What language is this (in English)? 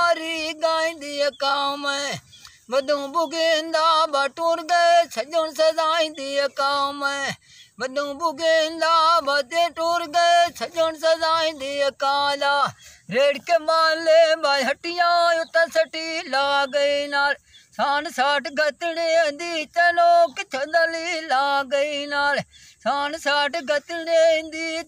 Punjabi